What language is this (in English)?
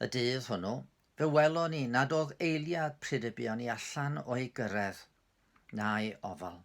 Welsh